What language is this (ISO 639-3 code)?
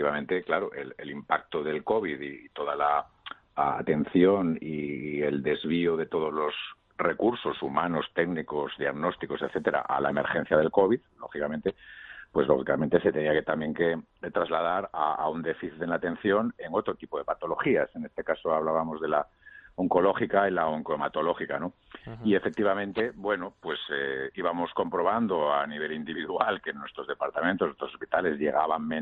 spa